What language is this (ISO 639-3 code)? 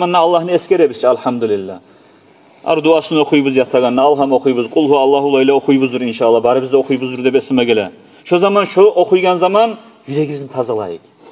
kum